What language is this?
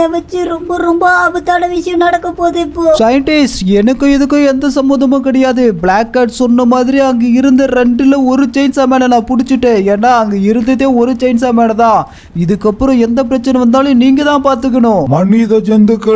Tamil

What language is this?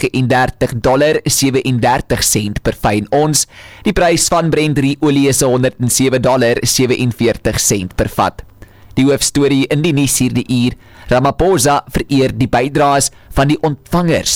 Afrikaans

